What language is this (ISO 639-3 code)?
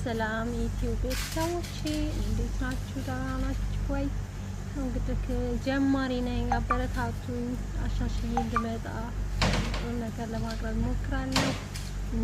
amh